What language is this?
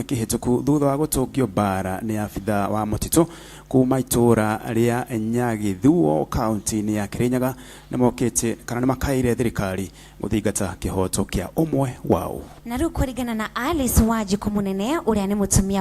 Kikuyu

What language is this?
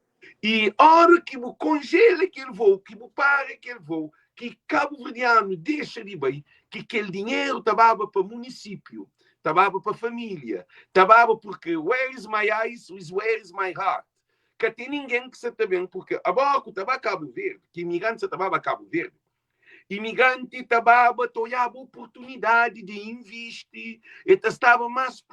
Kabuverdianu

